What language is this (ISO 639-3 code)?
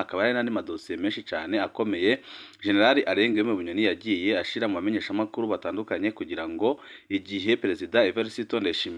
run